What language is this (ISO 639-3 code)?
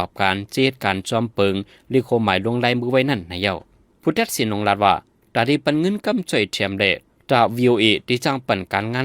shn